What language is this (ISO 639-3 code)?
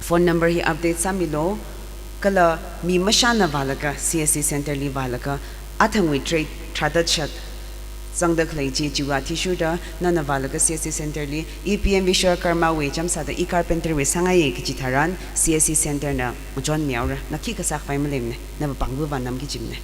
nmf